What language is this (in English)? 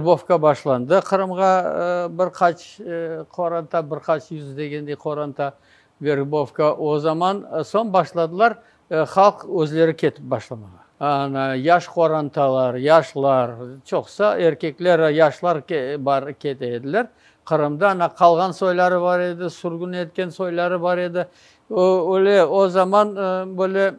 Crimean Tatar